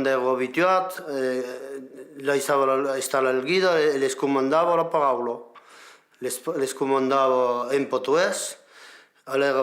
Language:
Occitan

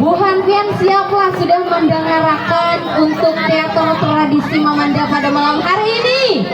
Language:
Banjar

